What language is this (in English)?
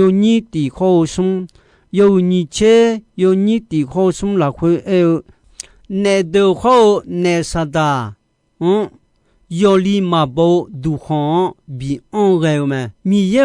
Akha